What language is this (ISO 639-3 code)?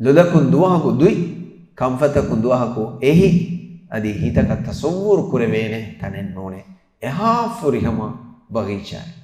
div